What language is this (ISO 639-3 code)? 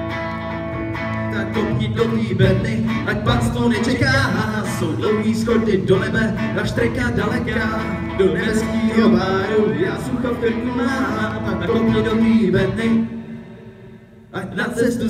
ces